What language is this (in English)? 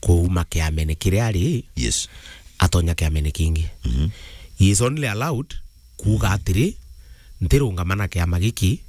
Meru